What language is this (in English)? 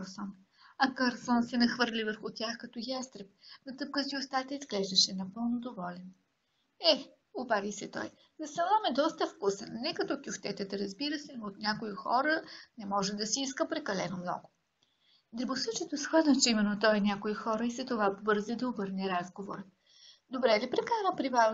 Bulgarian